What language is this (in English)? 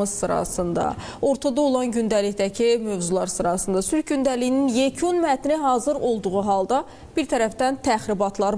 Azerbaijani